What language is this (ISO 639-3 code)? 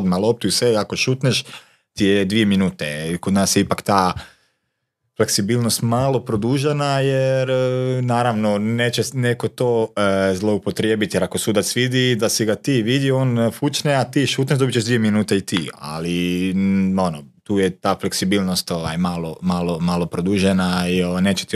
hrv